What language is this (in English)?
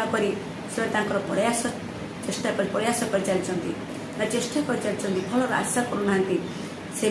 Odia